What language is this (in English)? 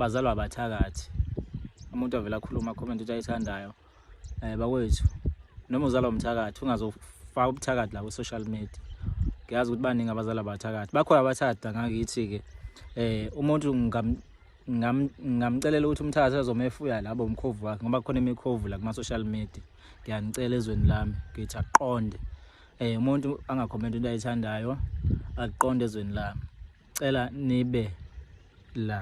Zulu